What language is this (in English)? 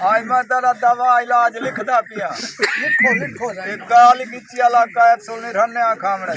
Saraiki